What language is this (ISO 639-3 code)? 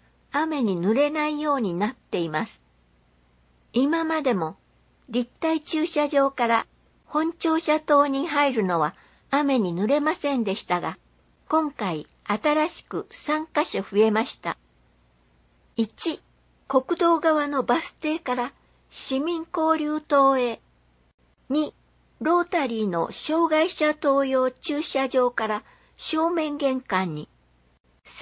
jpn